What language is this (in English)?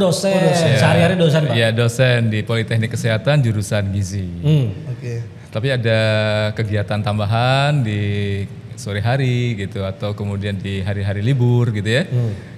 Indonesian